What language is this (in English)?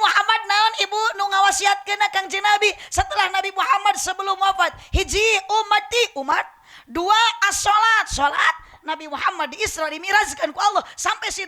Sundanese